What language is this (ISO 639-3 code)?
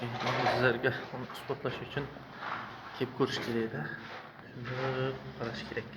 uzb